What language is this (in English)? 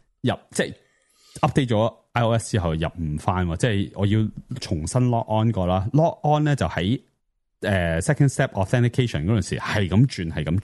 Cantonese